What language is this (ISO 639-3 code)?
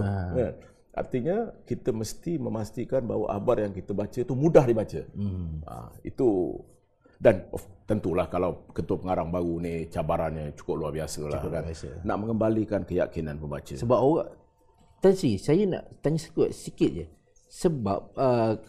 msa